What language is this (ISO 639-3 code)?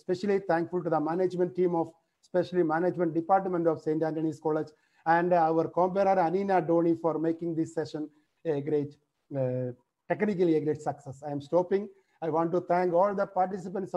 eng